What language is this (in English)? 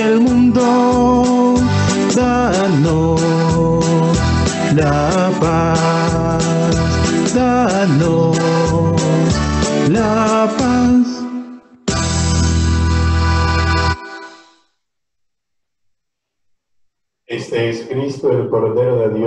Spanish